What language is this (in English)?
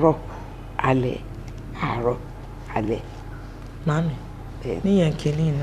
Yoruba